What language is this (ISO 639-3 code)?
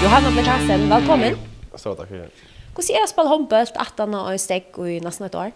fao